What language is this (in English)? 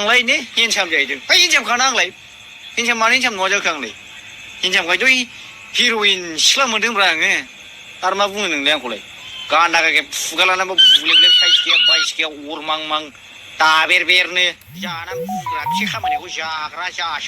Bodo